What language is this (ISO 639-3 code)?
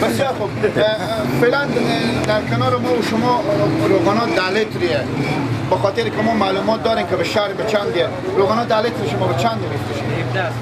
fas